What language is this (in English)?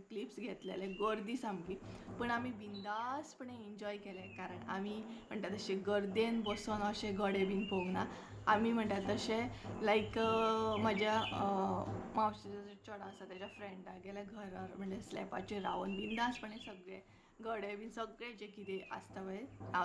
Konkani